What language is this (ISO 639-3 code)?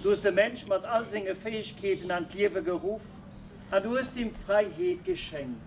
ltz